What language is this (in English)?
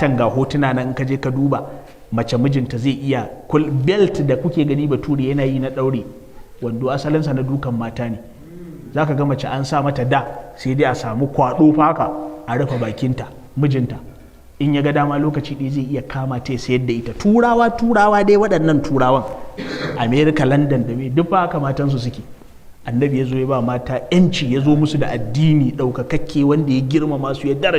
Hausa